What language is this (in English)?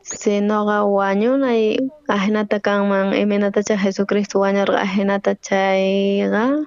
South Bolivian Quechua